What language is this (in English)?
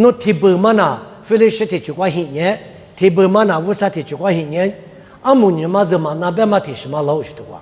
Lisu